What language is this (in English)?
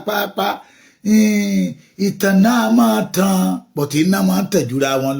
Yoruba